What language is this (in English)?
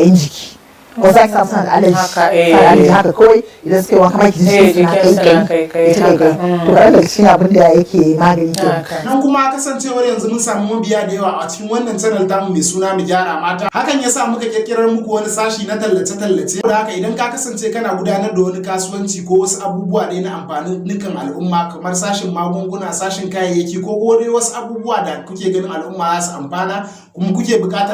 Hausa